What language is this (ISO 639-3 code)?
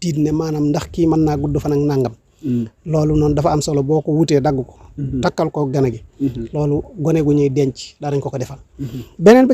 wol